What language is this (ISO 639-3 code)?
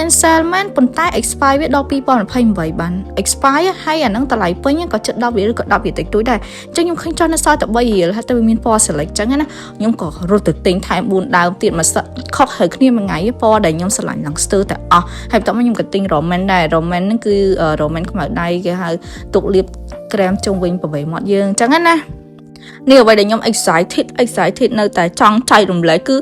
khm